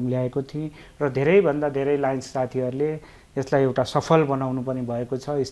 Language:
Nepali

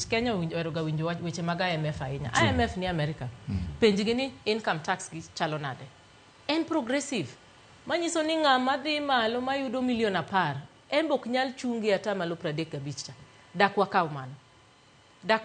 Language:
Luo (Kenya and Tanzania)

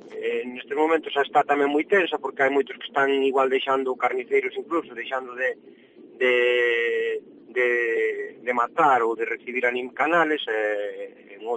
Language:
Galician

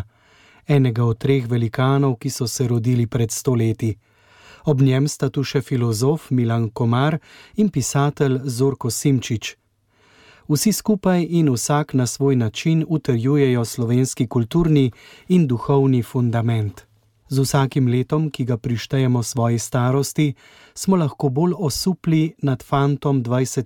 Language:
Slovenian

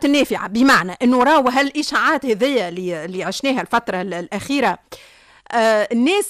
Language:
Tunisian Arabic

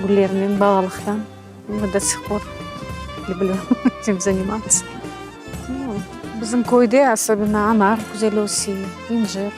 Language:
Crimean Tatar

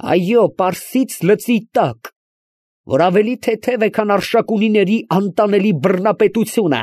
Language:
Armenian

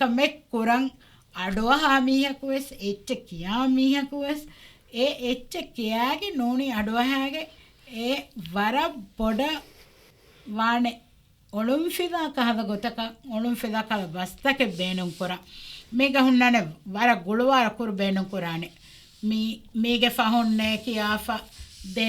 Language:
Divehi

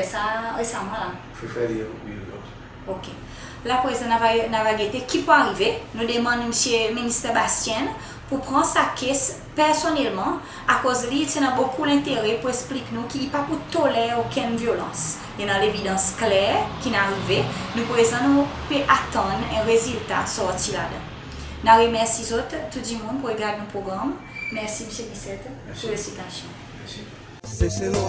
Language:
Seselwa Creole French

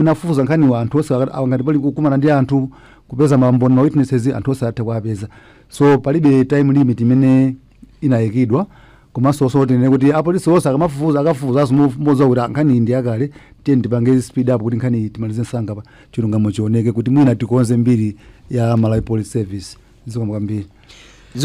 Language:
Nyanja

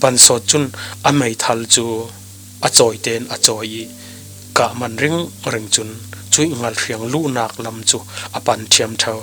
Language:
Falam Chin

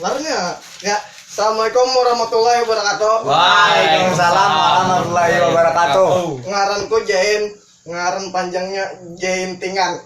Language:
Banjar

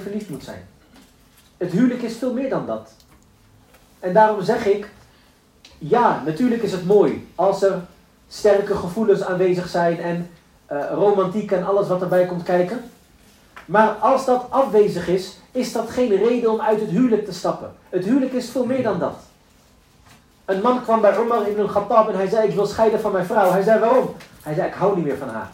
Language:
Dutch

